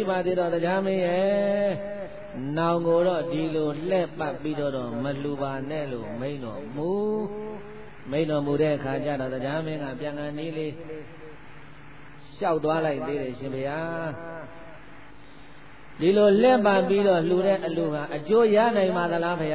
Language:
Burmese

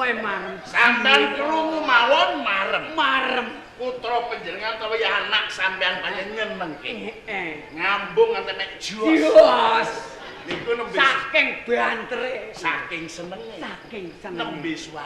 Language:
Javanese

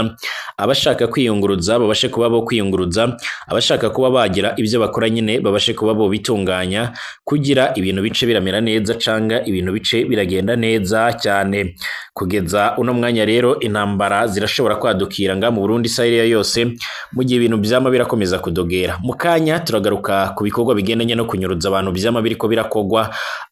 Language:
Rundi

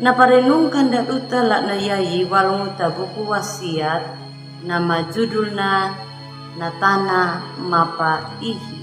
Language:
Anakalangu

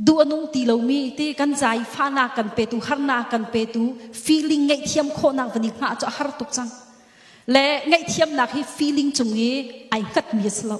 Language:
Hakha Chin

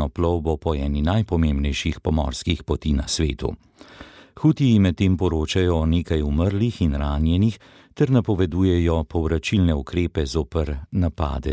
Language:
Slovenian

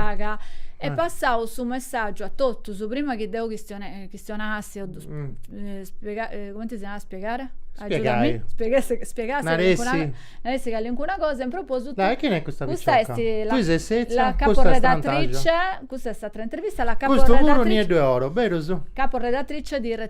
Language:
Sardinian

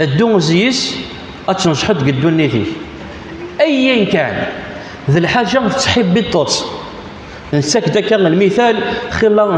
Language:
Kabyle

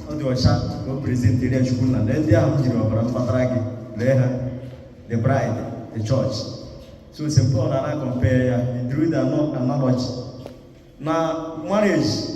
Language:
Igbo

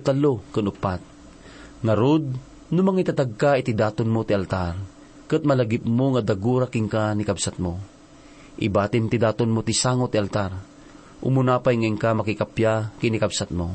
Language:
Iloko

